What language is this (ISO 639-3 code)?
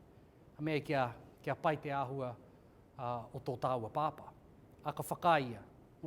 mri